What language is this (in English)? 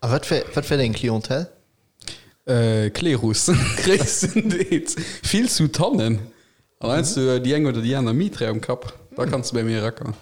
Luxembourgish